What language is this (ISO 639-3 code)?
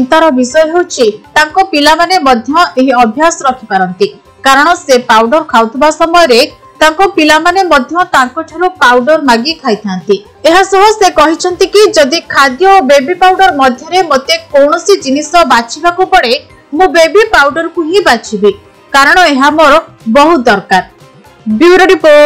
ori